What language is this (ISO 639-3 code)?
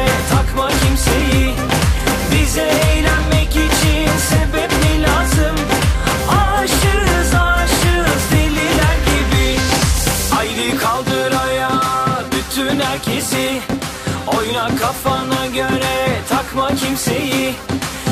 tur